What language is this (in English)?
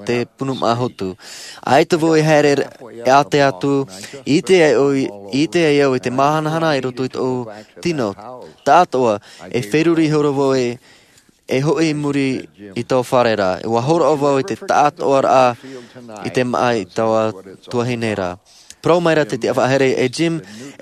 Tahitian